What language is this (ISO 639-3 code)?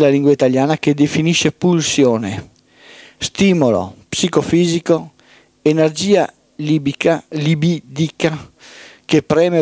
ita